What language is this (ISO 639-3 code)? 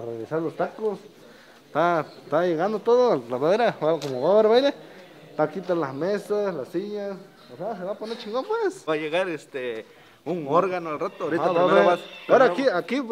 spa